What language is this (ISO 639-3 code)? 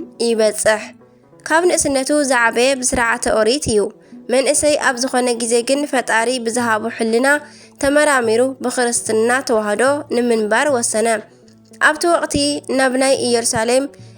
tir